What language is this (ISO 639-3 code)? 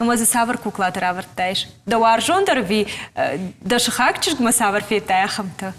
oss